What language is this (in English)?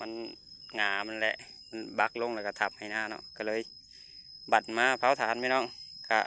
Lao